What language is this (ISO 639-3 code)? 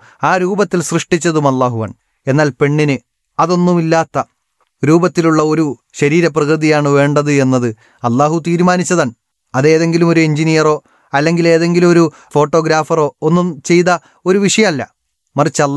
mal